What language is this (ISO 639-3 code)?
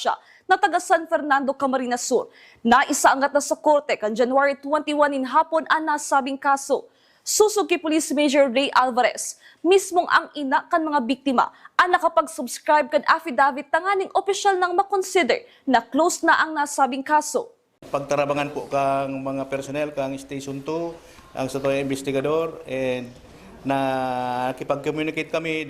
bik